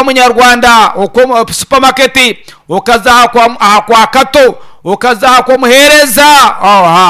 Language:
Nyankole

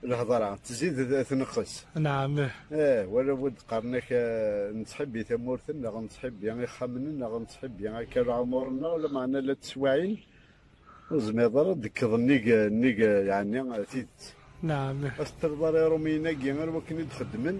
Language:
Kabyle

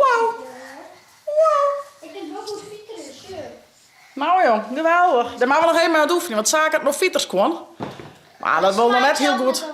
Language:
Western Frisian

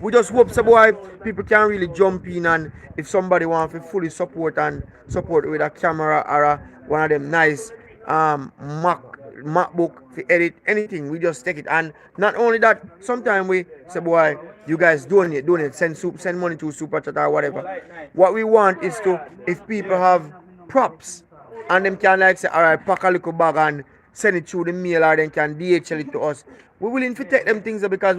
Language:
Jamaican Creole English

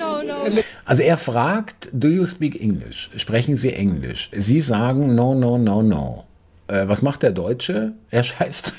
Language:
German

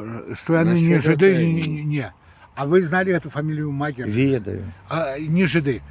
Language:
Belarusian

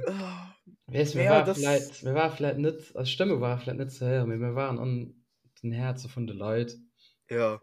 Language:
Luxembourgish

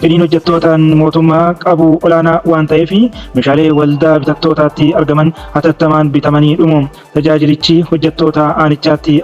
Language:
Oromo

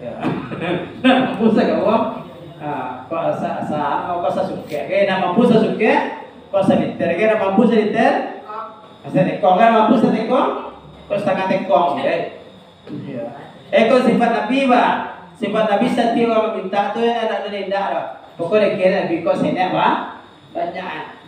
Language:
Minangkabau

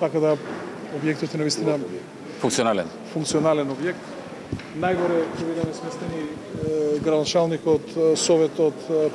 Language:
Macedonian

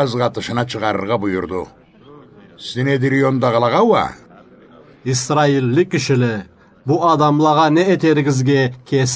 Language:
Karachay-Balkar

